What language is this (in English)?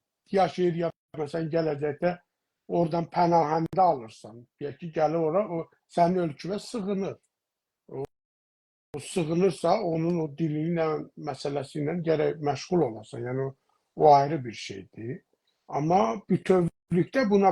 South Azerbaijani